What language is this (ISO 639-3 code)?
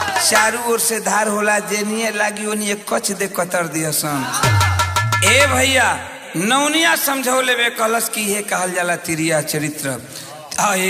bho